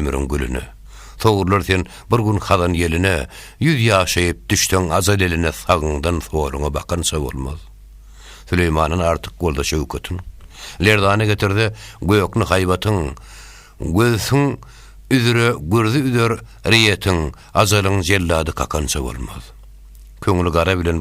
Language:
Turkmen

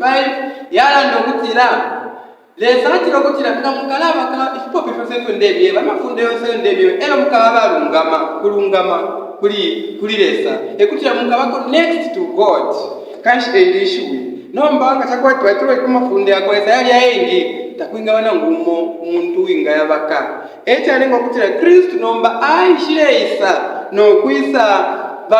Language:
Bemba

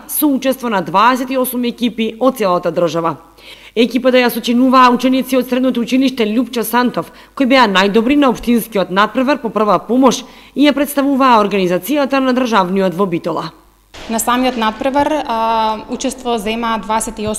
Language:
Macedonian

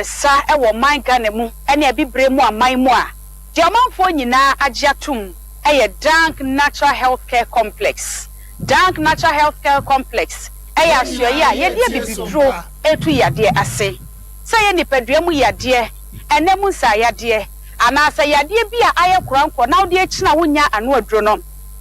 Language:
Akan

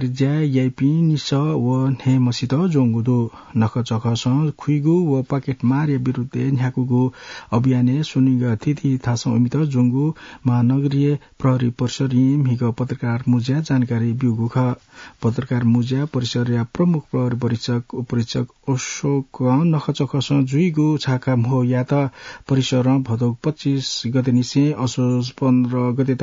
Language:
Newari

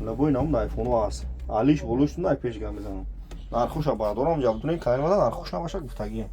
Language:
Tajik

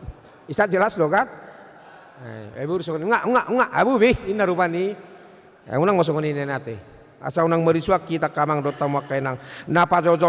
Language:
Batak Toba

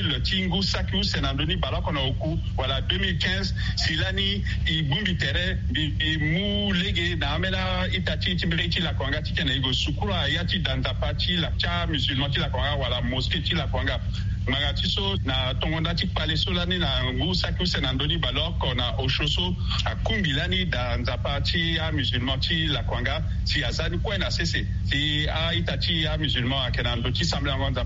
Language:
Sango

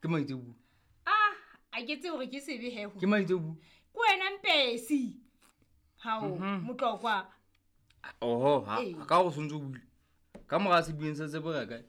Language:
Southern Sotho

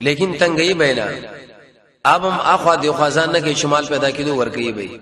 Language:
Pashto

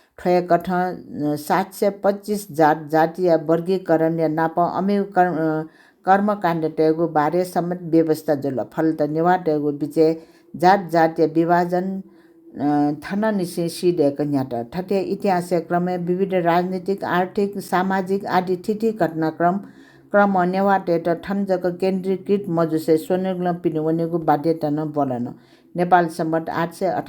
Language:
Newari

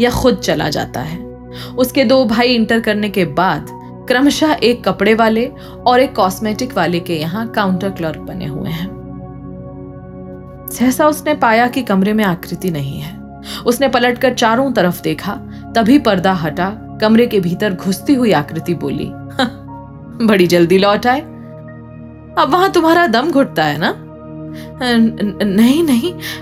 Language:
Hindi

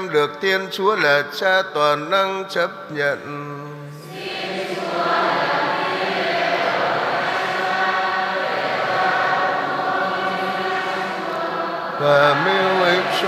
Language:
Vietnamese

